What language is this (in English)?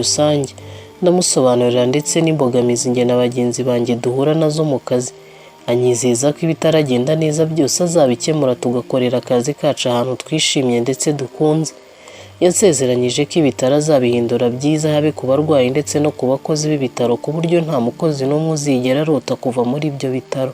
Kinyarwanda